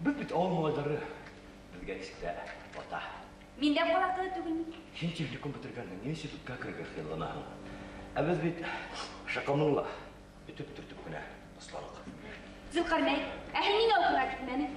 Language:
Bashkir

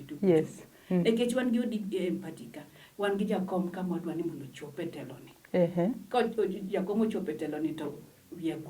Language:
Luo (Kenya and Tanzania)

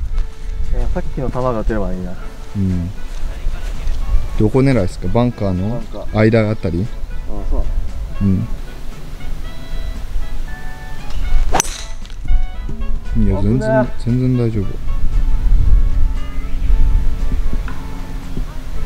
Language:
Japanese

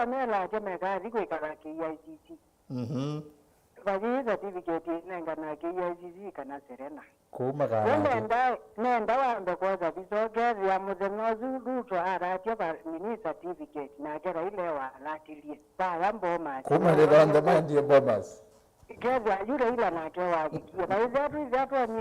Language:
Kamba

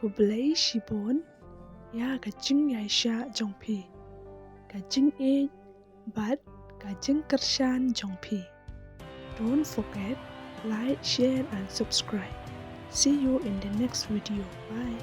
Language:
Khasi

